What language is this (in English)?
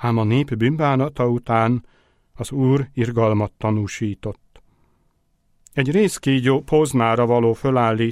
Hungarian